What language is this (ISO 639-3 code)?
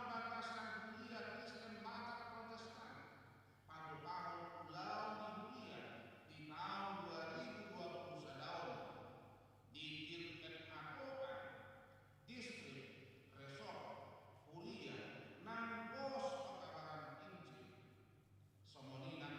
bbc